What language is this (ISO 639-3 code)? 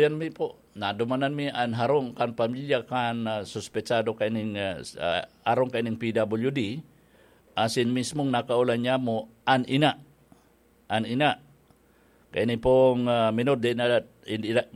bik